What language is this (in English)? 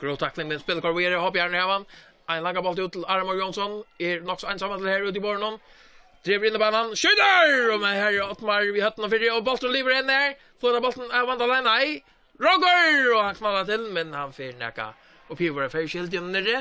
Faroese